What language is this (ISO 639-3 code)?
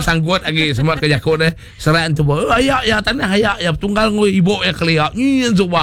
iba